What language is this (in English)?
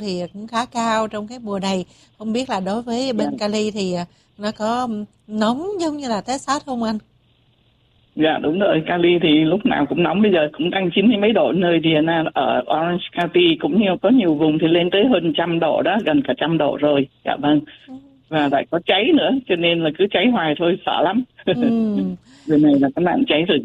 Vietnamese